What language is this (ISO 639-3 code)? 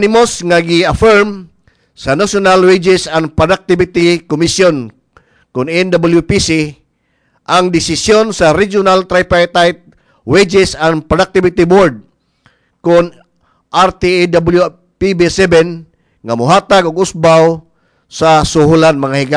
ceb